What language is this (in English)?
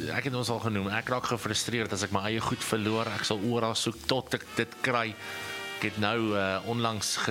Afrikaans